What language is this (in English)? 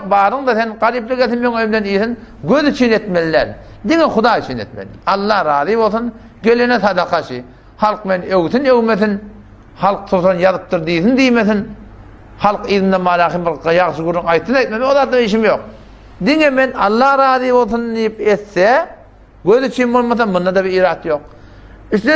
Turkmen